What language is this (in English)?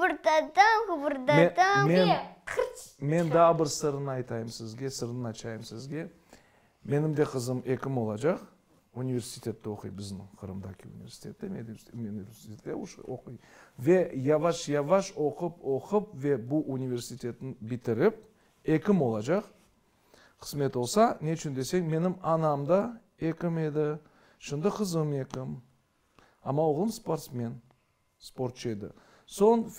Crimean Tatar